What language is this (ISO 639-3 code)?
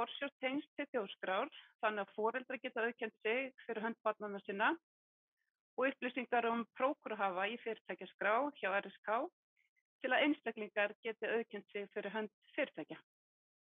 isl